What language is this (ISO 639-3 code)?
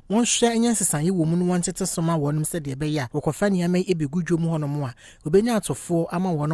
aka